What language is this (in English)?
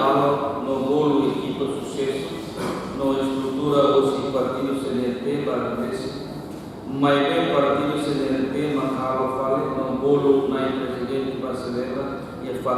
Tetum